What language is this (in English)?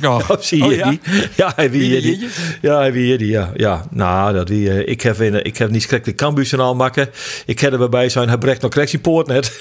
Western Frisian